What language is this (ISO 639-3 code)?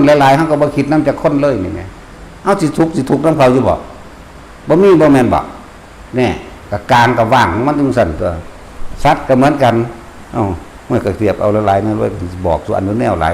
tts